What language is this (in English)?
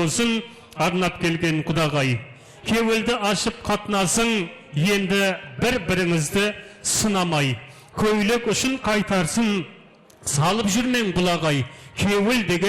Kara-Kalpak